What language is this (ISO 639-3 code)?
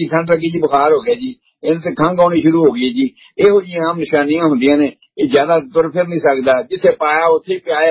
pan